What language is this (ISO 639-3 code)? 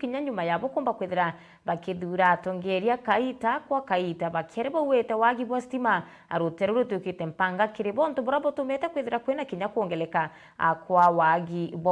mer